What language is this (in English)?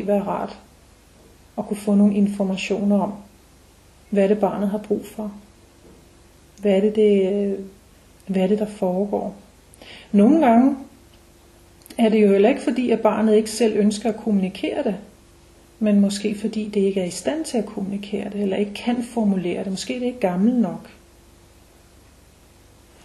Danish